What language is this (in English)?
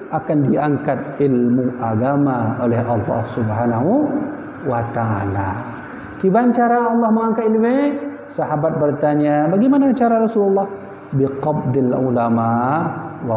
Achinese